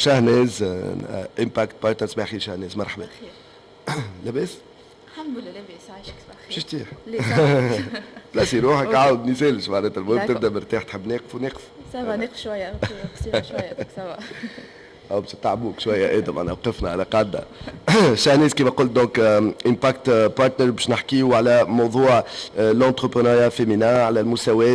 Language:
Tunisian Arabic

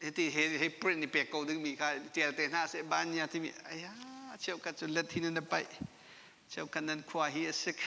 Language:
Hakha Chin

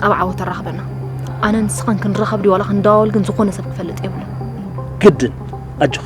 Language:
Tigrinya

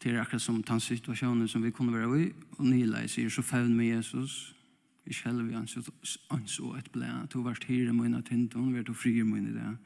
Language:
Faroese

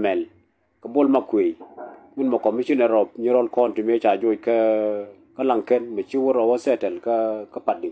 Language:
Nuer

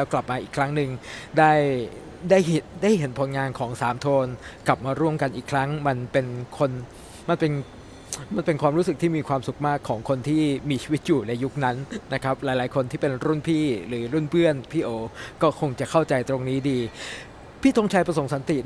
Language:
Thai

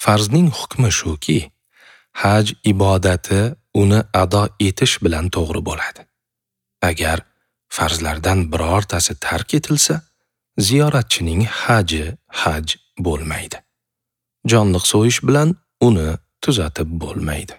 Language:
Uzbek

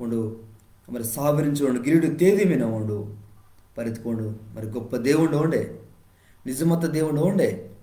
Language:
Koya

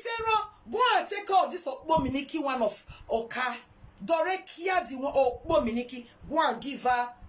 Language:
Nigerian Pidgin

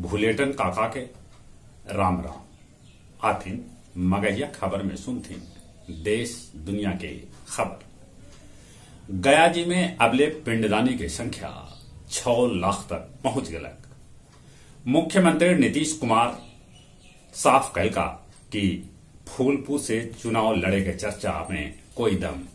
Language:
Magahi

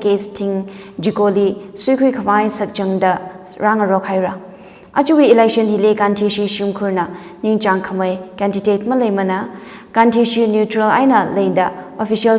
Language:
Tangkhul Naga (India)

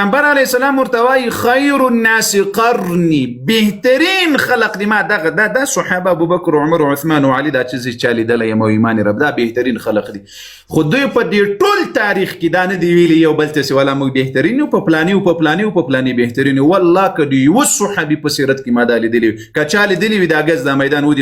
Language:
Pashto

